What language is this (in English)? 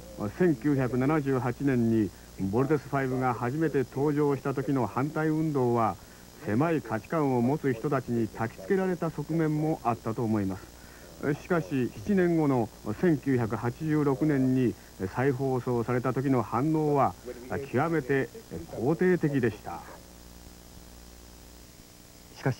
Japanese